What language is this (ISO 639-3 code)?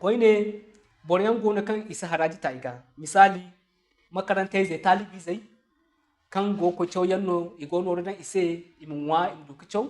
dje